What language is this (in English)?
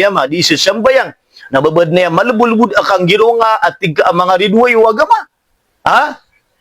Maranao